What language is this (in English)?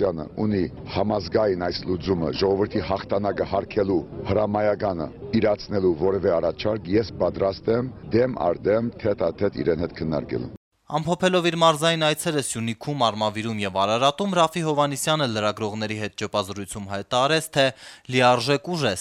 Armenian